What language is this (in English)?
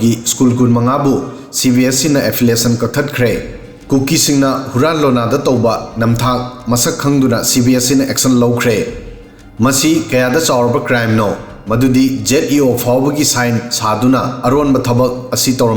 Manipuri